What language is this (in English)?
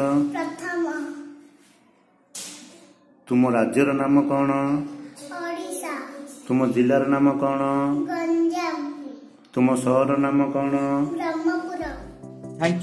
Odia